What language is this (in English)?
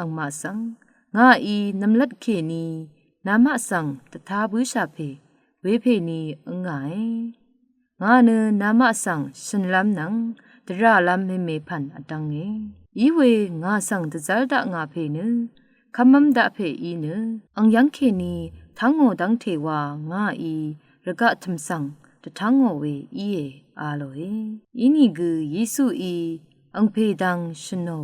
Rawang